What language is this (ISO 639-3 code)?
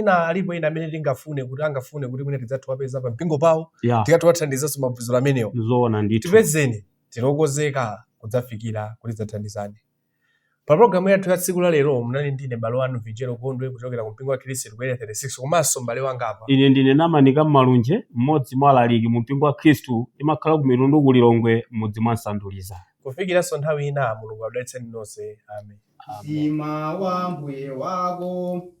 nya